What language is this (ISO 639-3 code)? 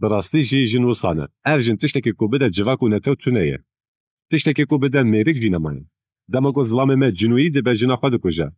kur